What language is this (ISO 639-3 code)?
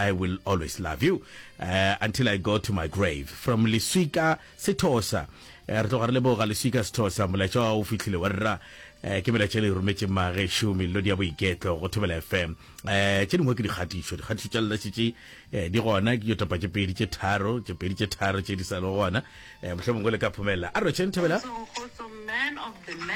nso